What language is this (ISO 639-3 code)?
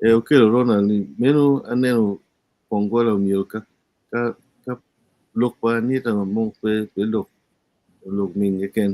ach